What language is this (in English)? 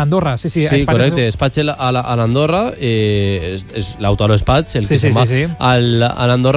Catalan